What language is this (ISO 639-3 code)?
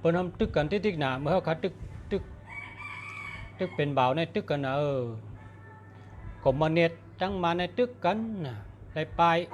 shn